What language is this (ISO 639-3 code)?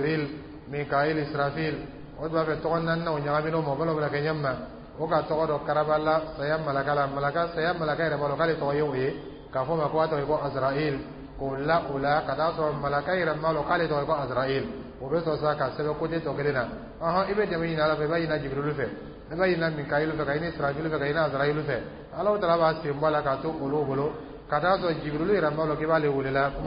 dyu